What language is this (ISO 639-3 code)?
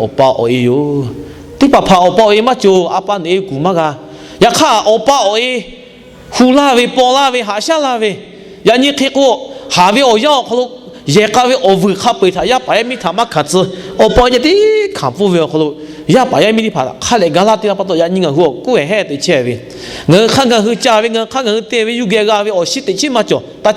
lhu